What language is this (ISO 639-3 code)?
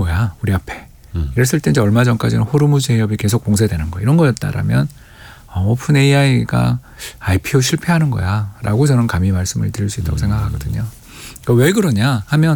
kor